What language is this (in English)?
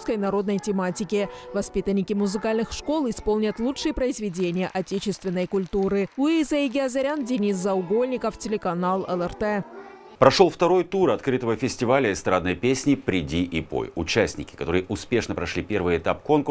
Russian